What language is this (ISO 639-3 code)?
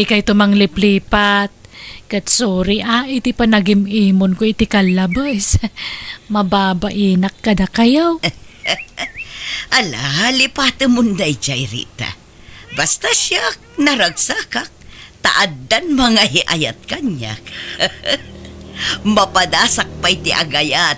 ilo